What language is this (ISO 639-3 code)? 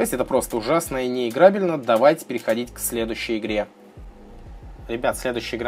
rus